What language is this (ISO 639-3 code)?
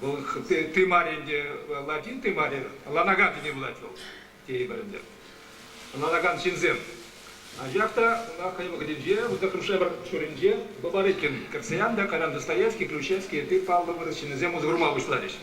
chv